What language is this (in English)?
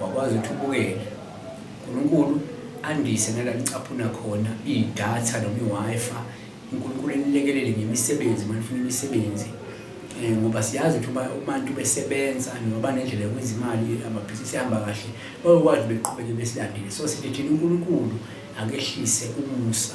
Zulu